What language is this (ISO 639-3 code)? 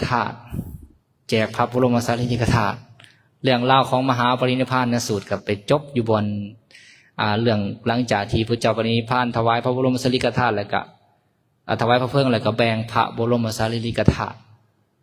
lao